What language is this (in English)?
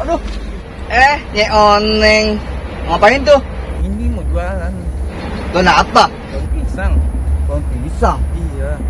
Betawi